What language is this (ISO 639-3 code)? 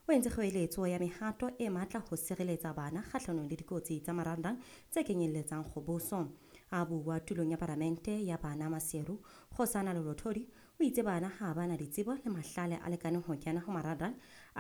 sot